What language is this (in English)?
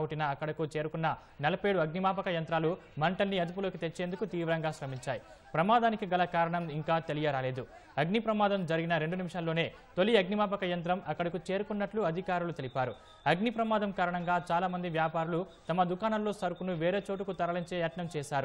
Telugu